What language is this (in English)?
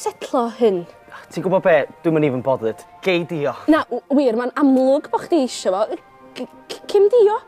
Welsh